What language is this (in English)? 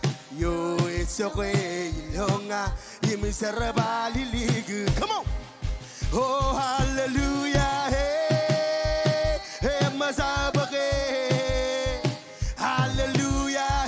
Marshallese